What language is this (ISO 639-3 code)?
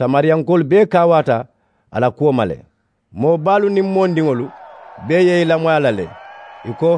man